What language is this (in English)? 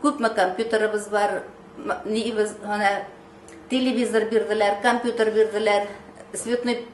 Tatar